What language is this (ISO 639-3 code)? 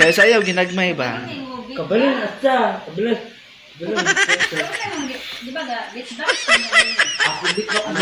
ceb